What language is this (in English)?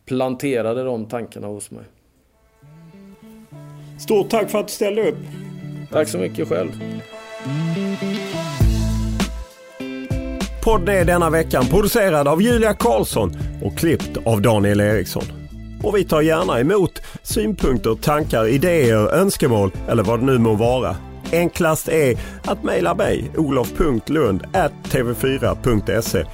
Swedish